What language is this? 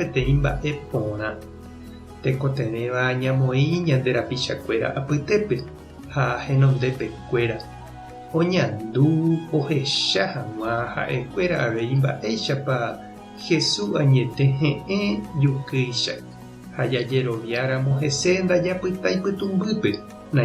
Guarani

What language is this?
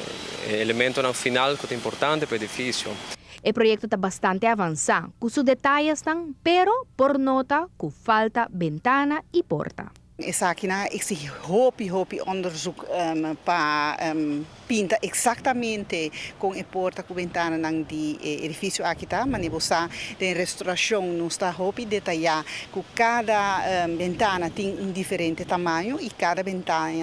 Papiamento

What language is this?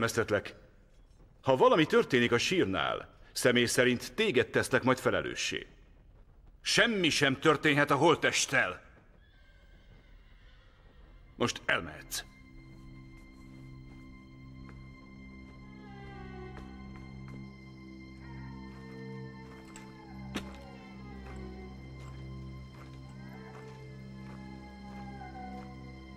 Hungarian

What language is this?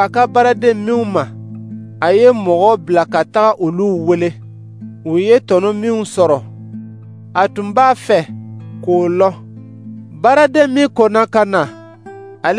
Dyula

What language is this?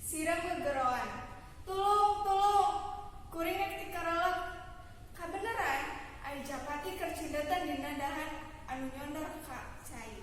Sundanese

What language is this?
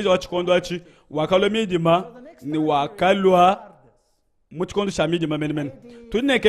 Luba-Lulua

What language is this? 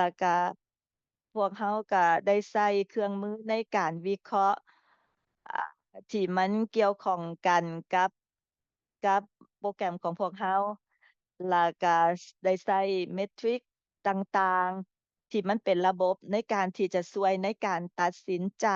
Lao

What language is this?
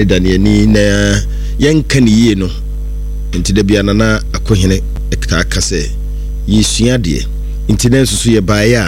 Akan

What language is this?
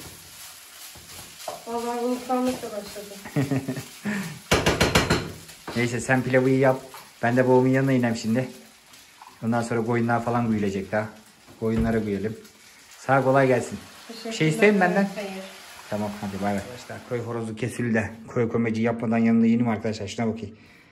Turkish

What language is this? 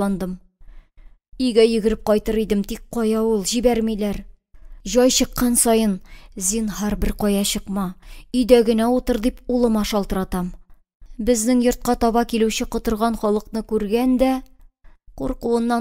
Tatar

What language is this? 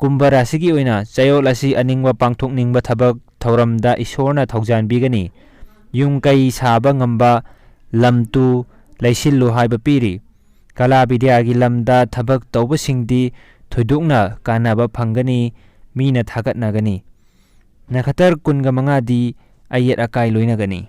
Manipuri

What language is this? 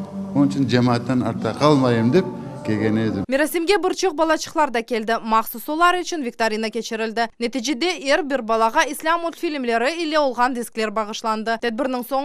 Crimean Tatar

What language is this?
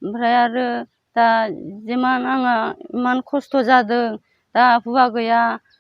Bodo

